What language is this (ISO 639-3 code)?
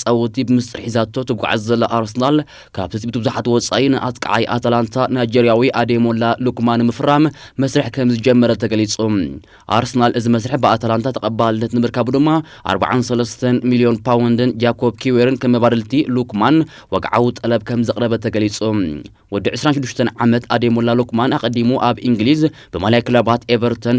tir